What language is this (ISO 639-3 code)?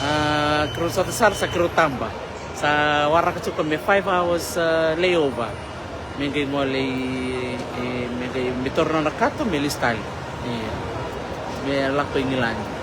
fij